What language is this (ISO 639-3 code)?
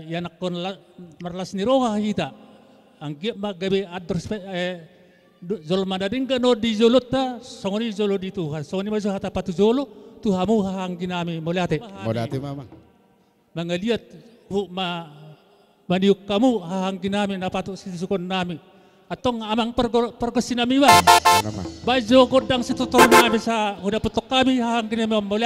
bbc